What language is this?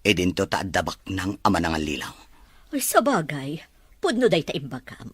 Iloko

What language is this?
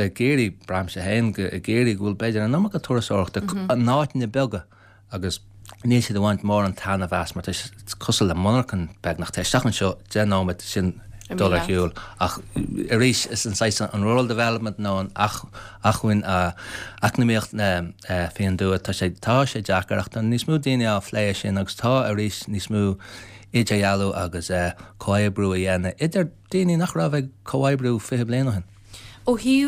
Irish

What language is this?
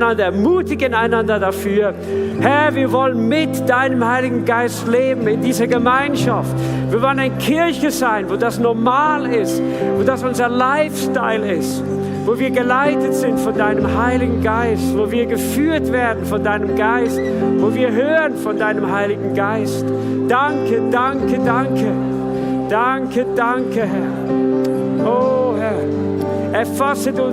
Swiss German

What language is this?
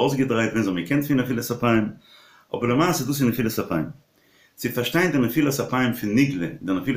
Yiddish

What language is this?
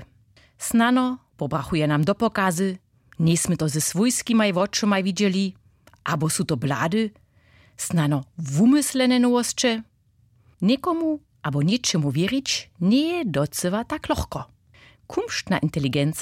Upper Sorbian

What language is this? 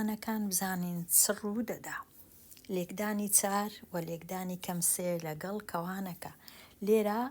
Central Kurdish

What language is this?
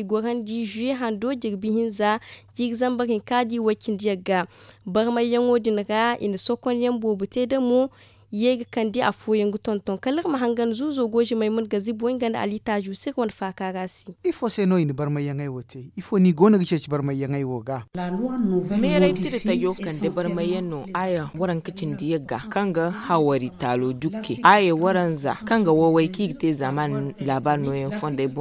Zarma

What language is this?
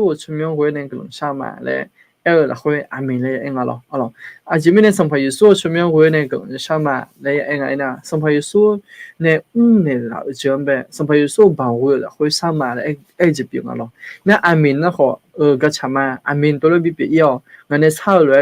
Akha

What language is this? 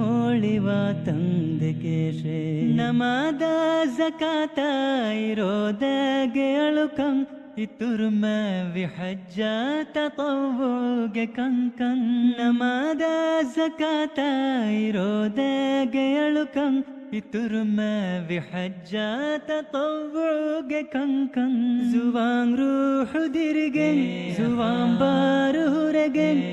Divehi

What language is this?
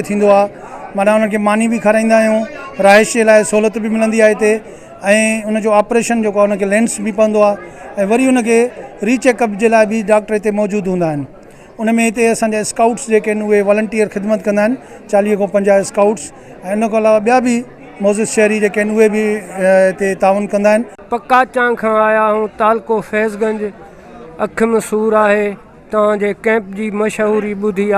Sindhi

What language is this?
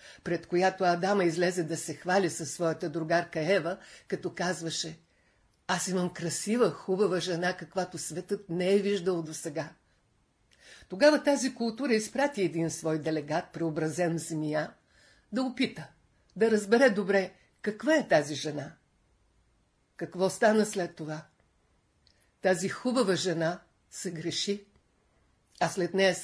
Bulgarian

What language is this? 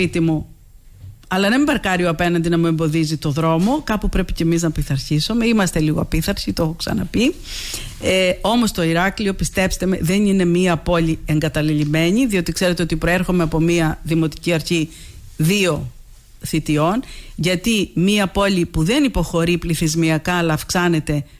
Greek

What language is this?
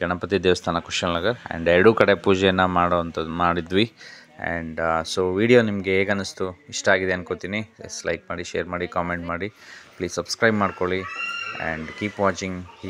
Kannada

